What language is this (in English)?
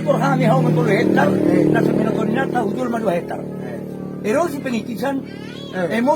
Batak Toba